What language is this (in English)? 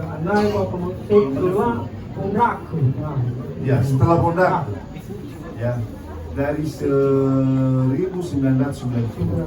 Nias